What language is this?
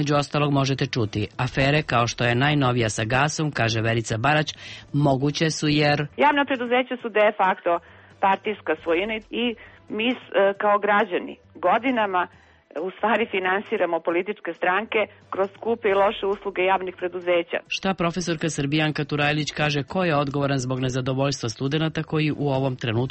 Serbian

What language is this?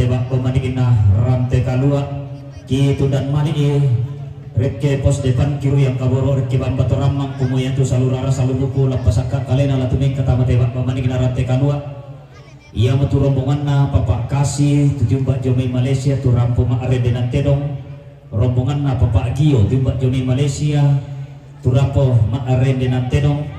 Toraja-Sa'dan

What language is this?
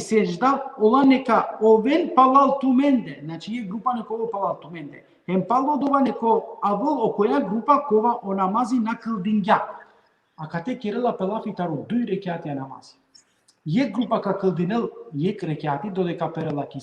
Balkan Romani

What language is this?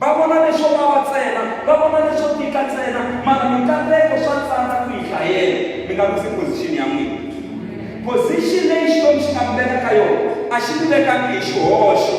Tsonga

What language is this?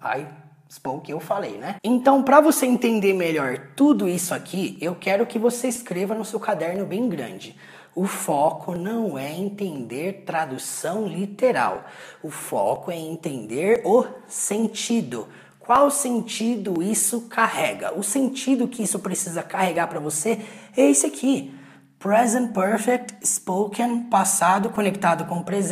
Portuguese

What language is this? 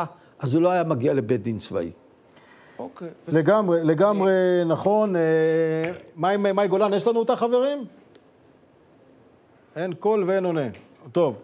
Hebrew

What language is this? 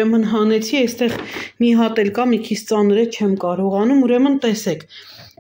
Armenian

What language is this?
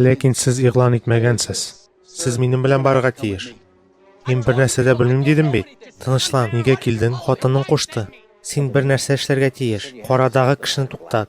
Tatar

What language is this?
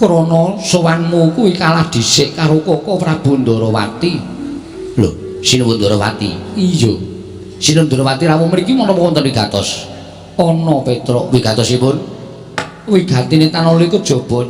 Javanese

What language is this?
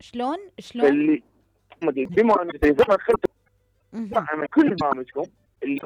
Mesopotamian Arabic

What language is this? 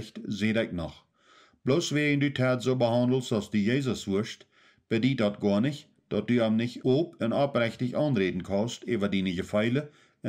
Plautdietsch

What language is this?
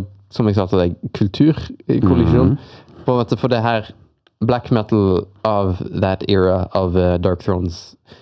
Norwegian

